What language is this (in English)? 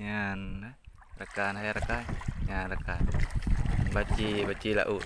Achinese